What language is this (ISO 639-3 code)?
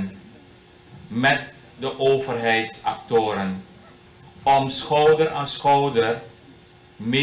nld